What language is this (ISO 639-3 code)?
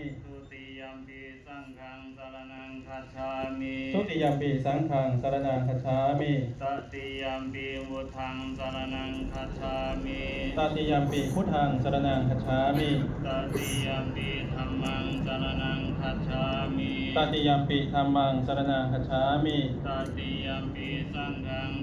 pli